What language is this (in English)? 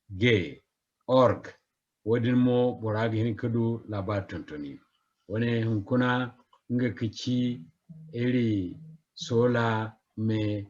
Zarma